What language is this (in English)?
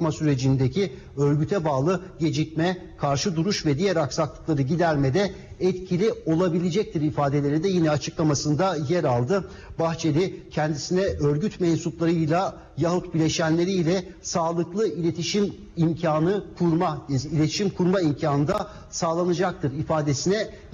Turkish